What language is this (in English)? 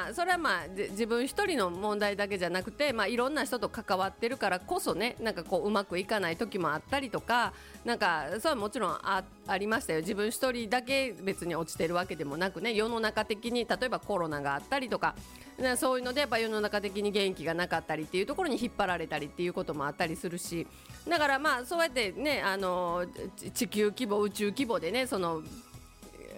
Japanese